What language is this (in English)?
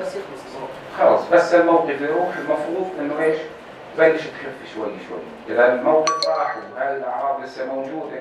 North Levantine Arabic